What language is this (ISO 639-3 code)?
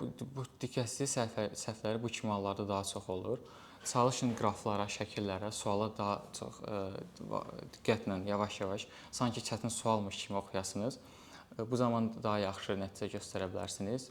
aze